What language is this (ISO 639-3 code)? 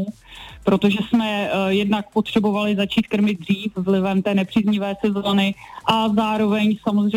ces